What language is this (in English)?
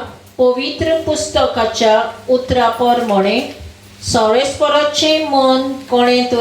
Konkani